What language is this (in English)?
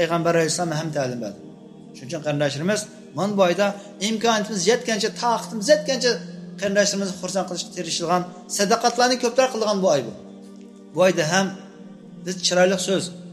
Uyghur